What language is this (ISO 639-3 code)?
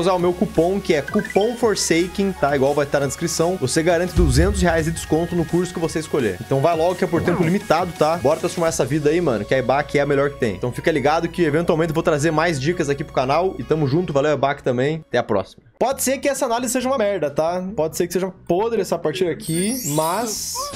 por